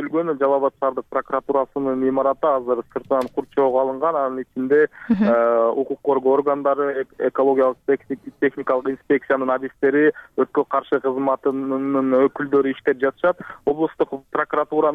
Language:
Kyrgyz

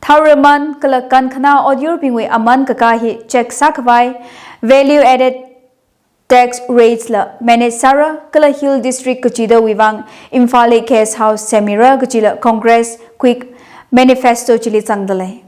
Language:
Tangkhul Naga (India)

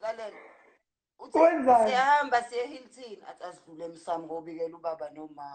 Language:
Zulu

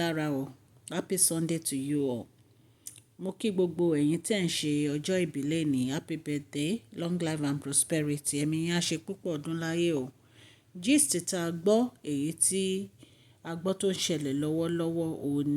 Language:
Yoruba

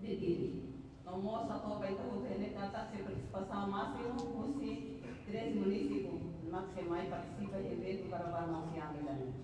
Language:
Tetum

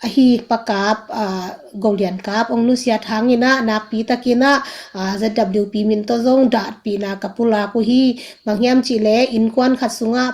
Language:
Tedim Chin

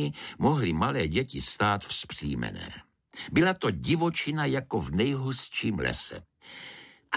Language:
Czech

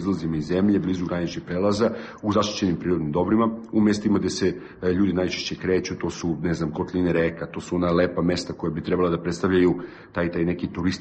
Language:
Serbian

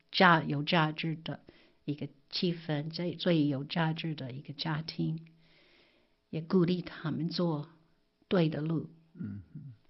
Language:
Chinese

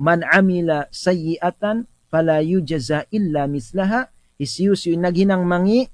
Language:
Tausug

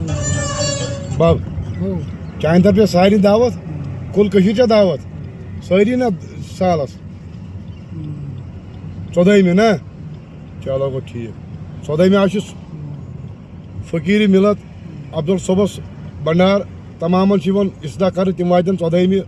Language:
Kashmiri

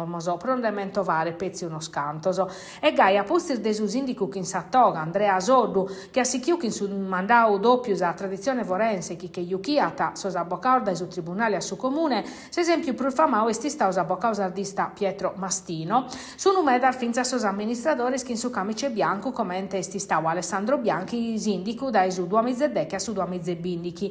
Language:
Sardinian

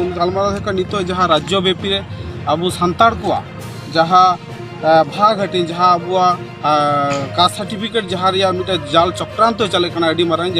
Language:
Santali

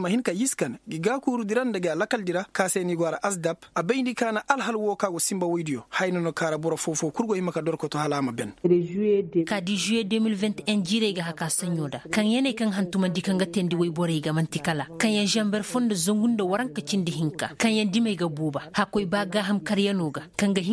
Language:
Koyraboro Senni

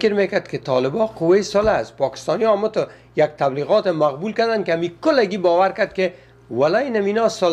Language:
Persian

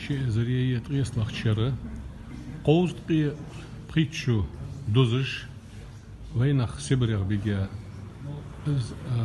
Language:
Ingush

